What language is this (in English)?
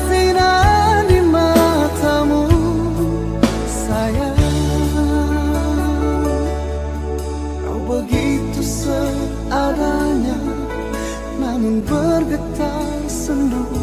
Indonesian